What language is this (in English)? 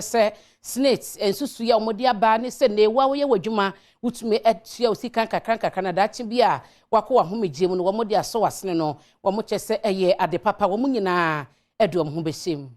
Akan